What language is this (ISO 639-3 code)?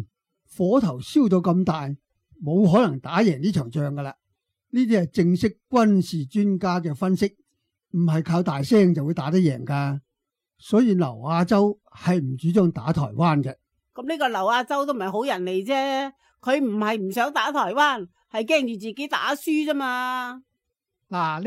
yue